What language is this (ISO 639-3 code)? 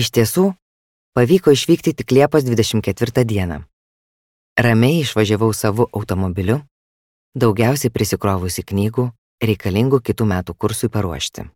lit